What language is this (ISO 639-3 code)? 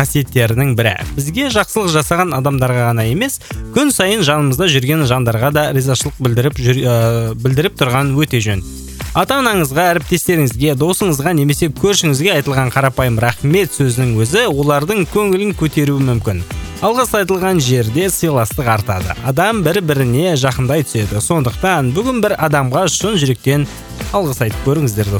kaz